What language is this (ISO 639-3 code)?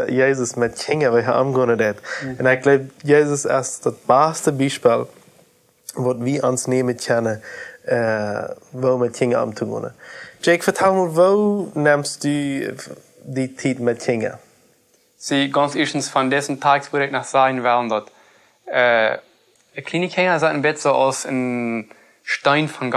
pdt